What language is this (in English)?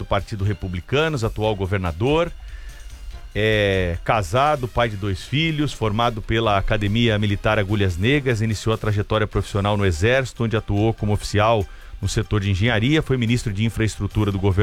Portuguese